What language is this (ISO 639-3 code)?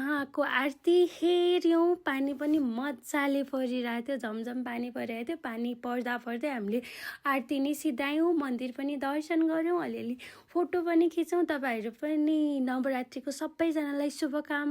nep